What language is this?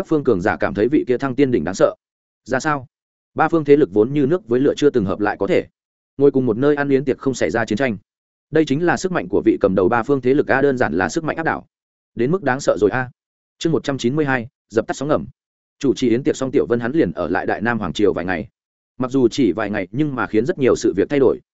Vietnamese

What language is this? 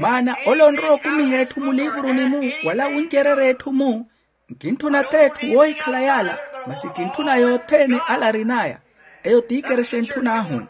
Makhuwa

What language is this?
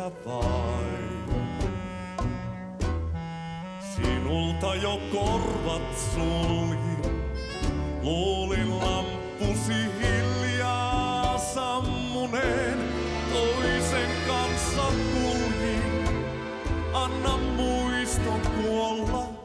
Finnish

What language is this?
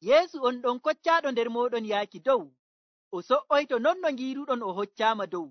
Fula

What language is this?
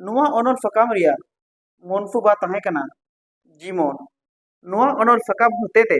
Santali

